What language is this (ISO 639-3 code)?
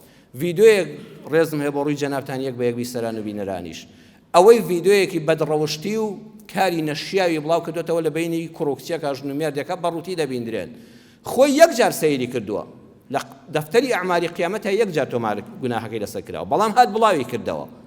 ckb